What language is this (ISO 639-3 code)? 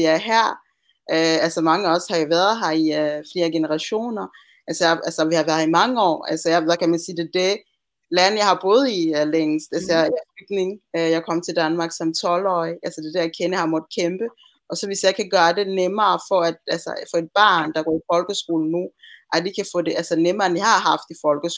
dan